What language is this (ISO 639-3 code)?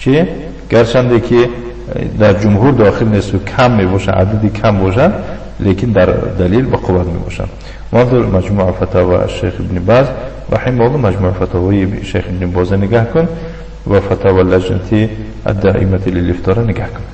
tgk